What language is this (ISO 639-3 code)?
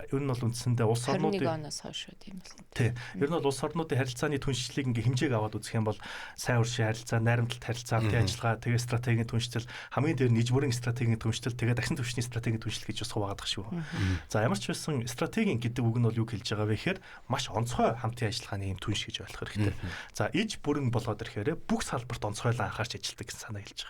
mon